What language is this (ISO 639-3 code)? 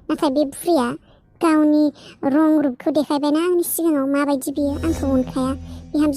brx